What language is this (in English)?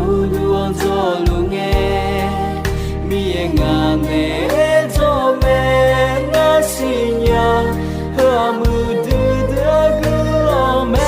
Akha